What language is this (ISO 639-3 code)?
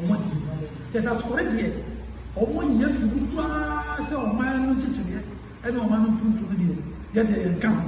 aka